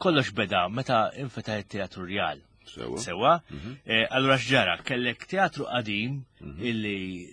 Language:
Maltese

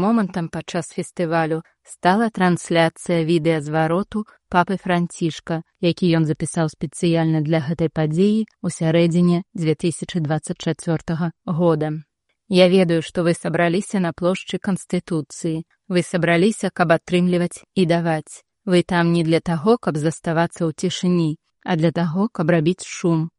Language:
Belarusian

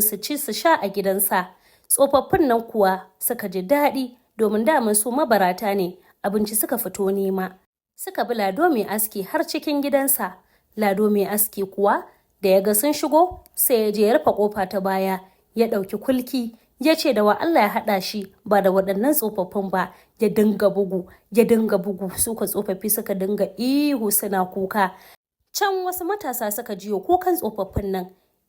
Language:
Hausa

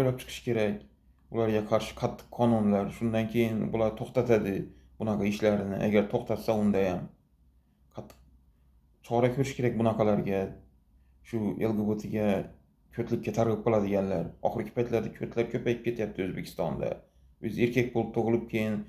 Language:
Uzbek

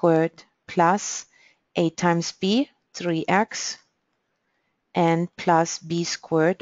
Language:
English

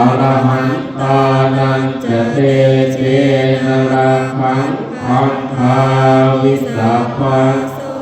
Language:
Pali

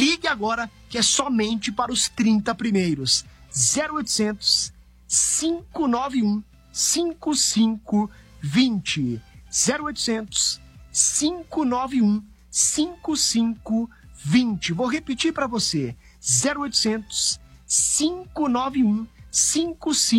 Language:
Portuguese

